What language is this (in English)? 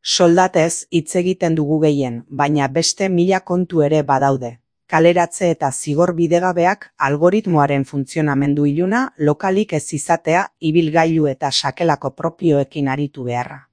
Basque